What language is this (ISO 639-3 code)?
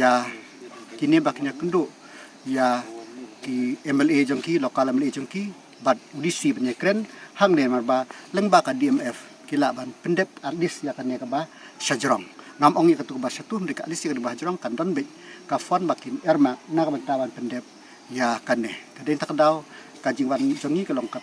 kha